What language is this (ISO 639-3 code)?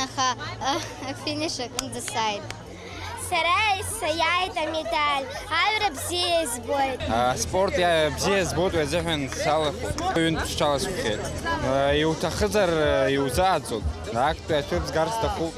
abk